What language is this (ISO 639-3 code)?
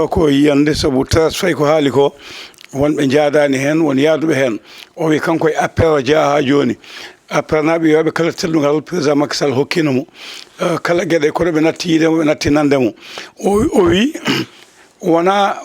ful